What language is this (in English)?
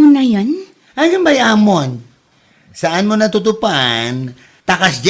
Iloko